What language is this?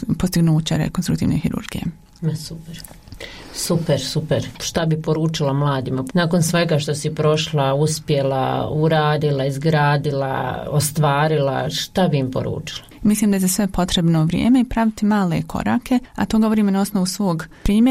Bosnian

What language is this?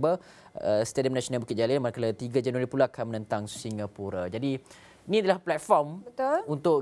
Malay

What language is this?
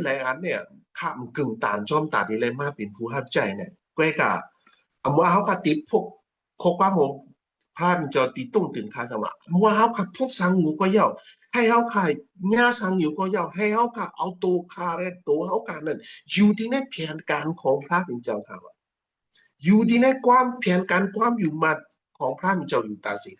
Shan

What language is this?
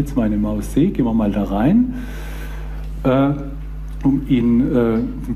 German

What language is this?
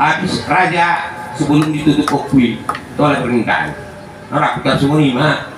Batak Toba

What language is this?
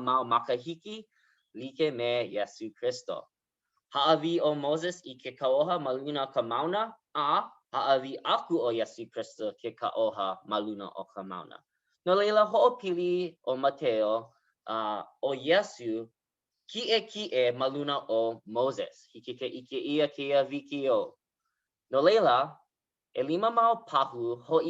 Hawaiian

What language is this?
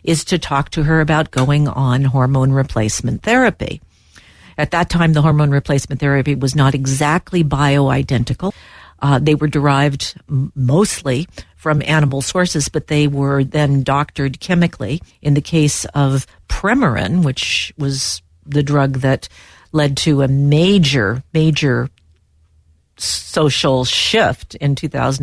English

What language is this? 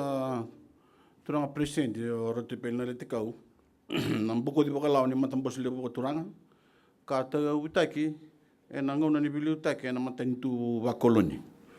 Fijian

